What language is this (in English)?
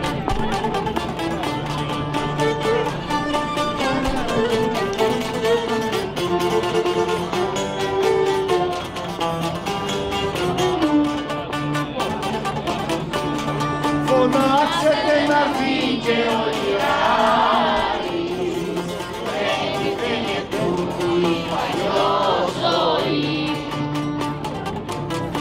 Greek